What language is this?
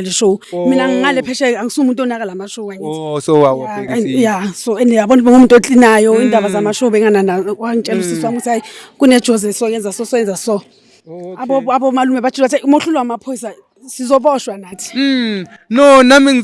Zulu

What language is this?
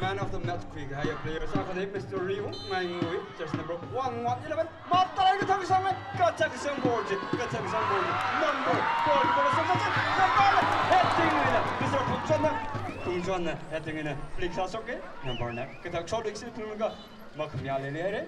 Tangkhul Naga (India)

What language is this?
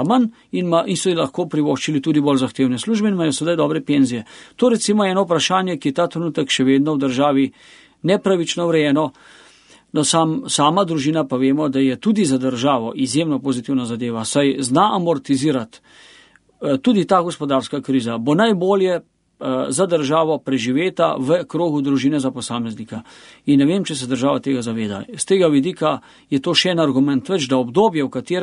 Slovenian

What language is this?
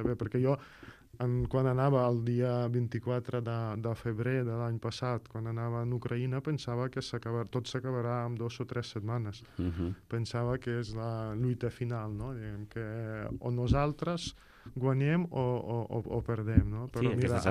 Catalan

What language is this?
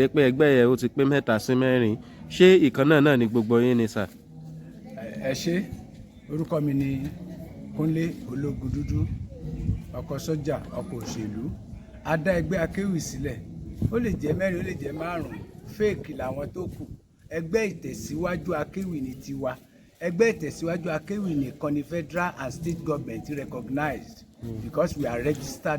Yoruba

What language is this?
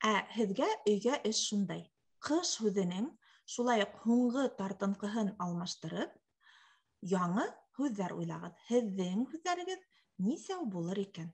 Bashkir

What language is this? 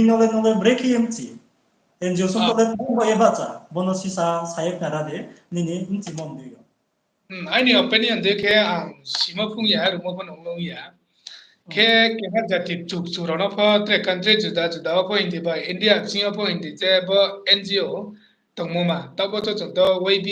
Riang (India)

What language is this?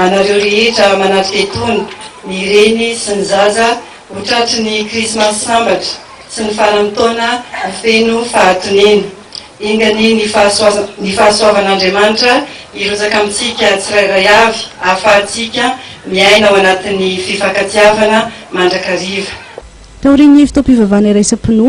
Malagasy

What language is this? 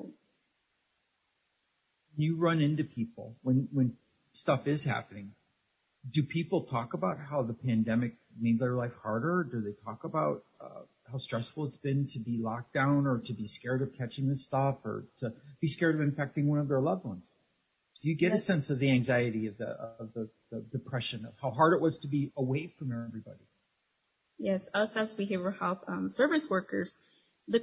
English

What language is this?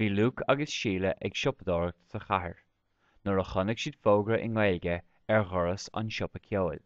Irish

